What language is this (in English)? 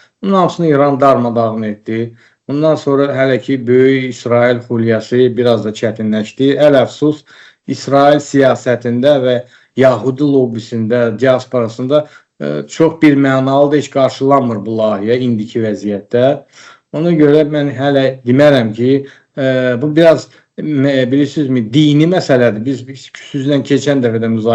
Azerbaijani